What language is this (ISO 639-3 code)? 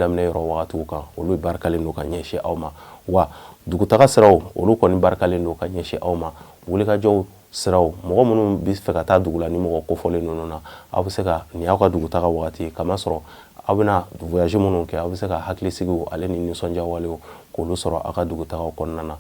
bam